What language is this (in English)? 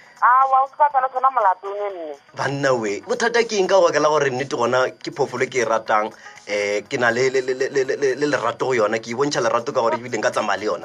Northern Sotho